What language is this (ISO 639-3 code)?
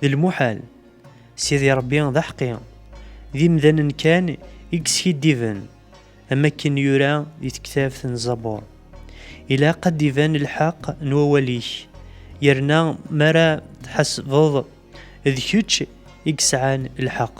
kab